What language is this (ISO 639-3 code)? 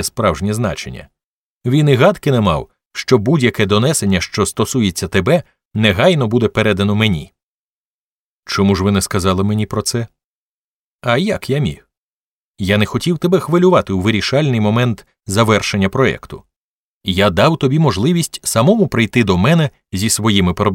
ukr